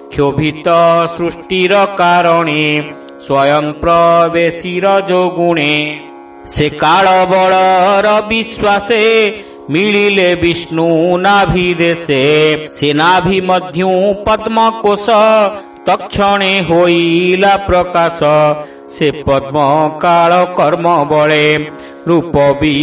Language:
Odia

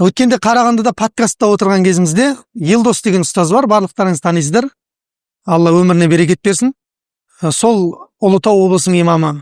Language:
Kazakh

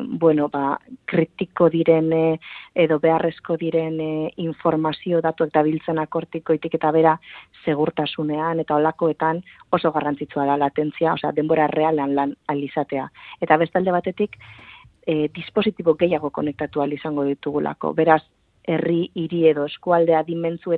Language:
Basque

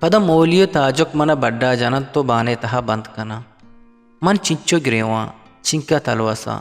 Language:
Eastern Balochi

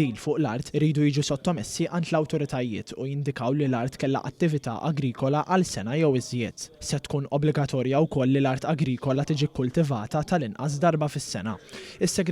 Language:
Maltese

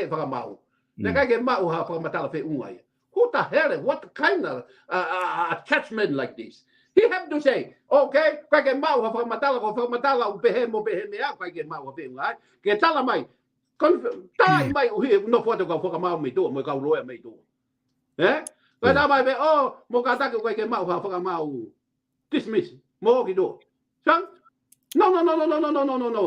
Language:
Tongan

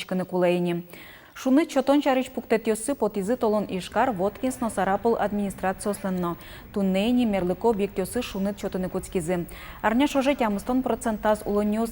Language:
Udmurt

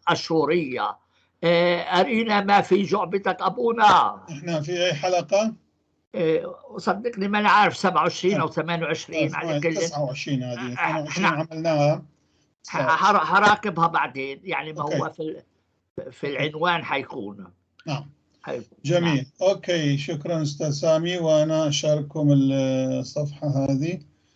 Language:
North Levantine Arabic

